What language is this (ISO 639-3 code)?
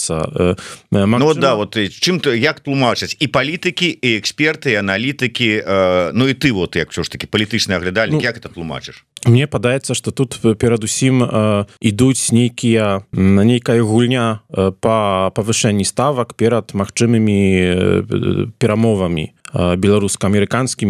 bel